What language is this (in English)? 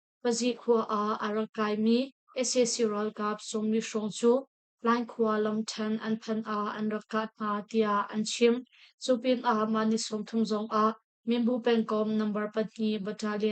Hakha Chin